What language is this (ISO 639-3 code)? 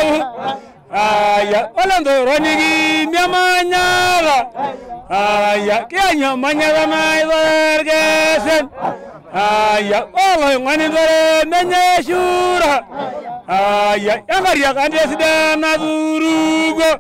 mas